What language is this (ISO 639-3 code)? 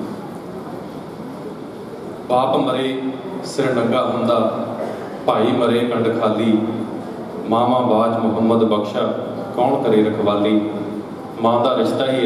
pan